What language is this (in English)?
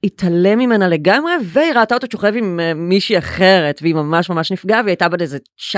Hebrew